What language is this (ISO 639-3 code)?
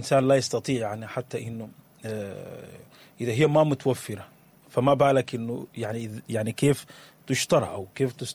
apd